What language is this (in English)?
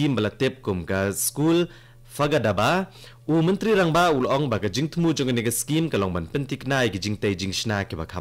Khasi